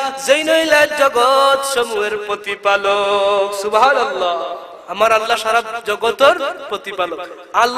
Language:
Sylheti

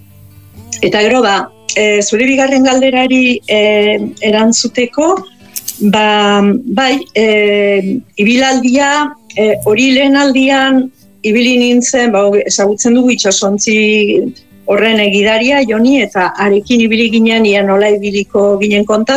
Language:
Basque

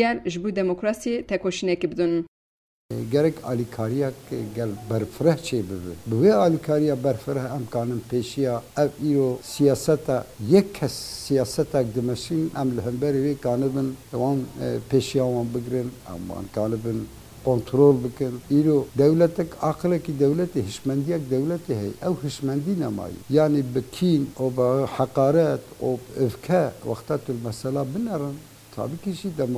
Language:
Kurdish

